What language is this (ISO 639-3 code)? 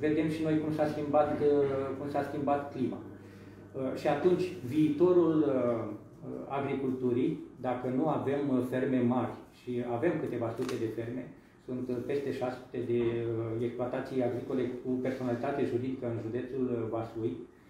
ron